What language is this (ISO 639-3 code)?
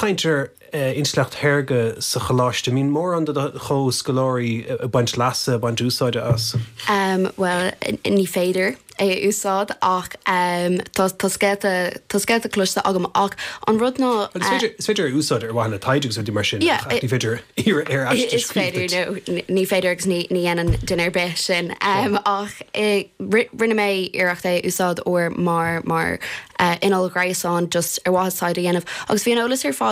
gle